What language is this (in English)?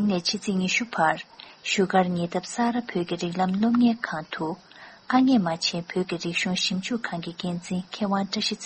Tibetan